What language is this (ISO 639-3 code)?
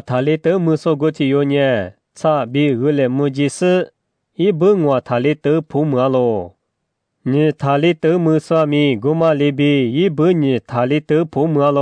lis